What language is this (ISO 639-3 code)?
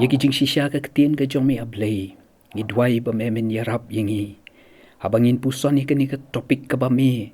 kha